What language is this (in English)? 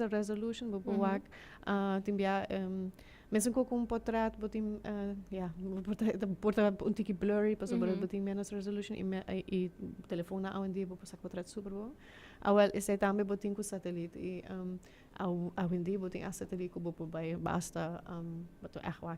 Papiamento